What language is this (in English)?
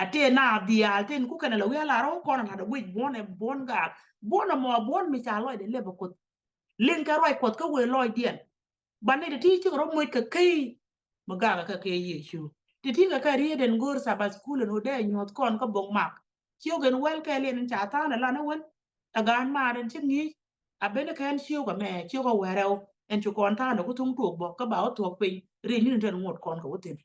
Nuer